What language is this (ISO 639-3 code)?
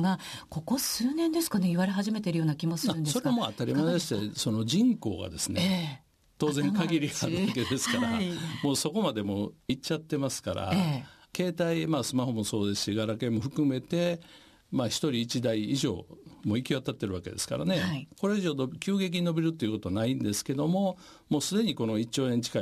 jpn